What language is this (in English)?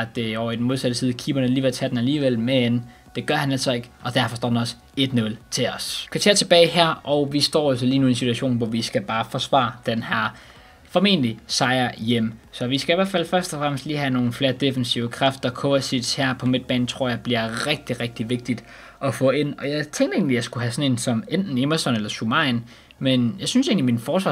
Danish